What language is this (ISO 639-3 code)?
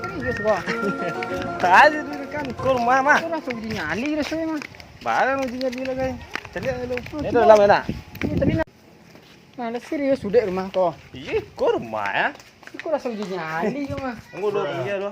min